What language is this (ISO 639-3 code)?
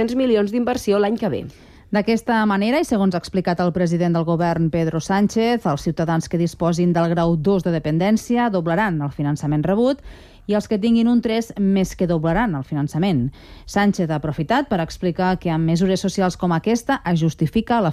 cat